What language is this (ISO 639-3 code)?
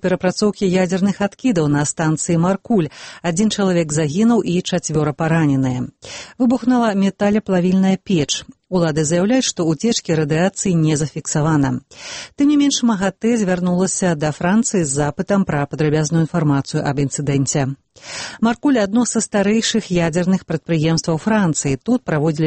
bel